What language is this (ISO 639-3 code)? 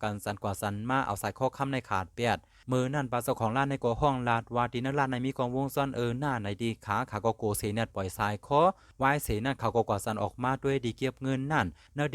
shn